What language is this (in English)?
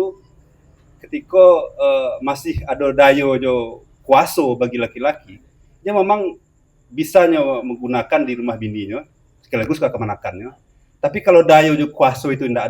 Minangkabau